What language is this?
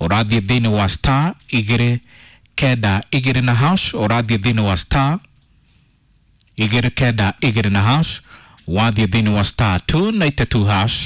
Kikuyu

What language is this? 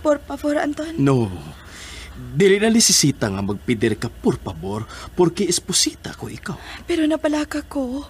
Cebuano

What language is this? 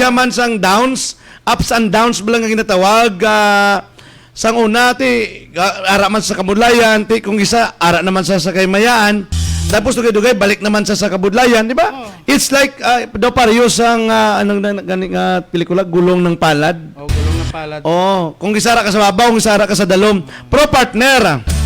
Hiligaynon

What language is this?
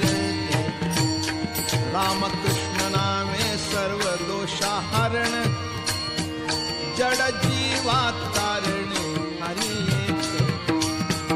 Marathi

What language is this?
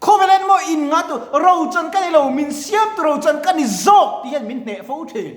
Mizo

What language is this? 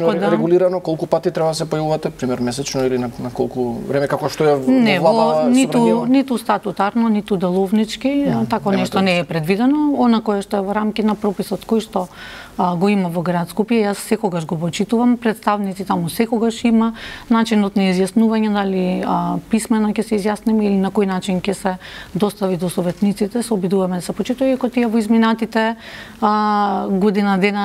Macedonian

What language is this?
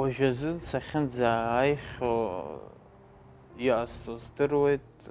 Abkhazian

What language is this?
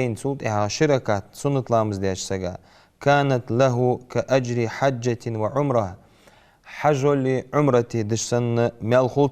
Ingush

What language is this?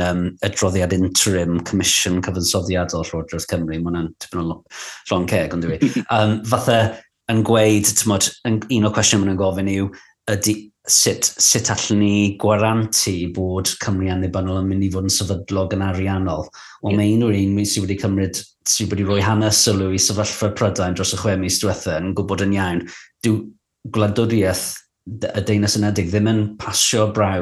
Welsh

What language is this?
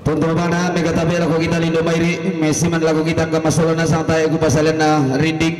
Toraja-Sa'dan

